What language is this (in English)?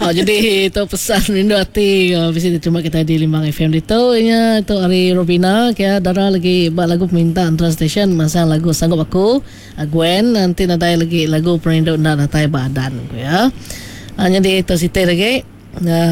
Iban